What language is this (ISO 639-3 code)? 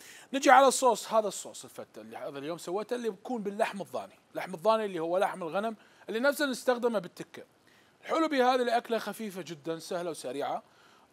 acm